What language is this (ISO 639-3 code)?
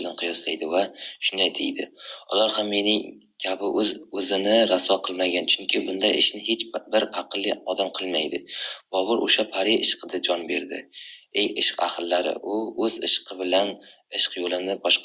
uzb